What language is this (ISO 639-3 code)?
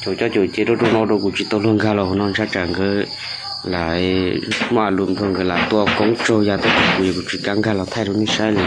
hmn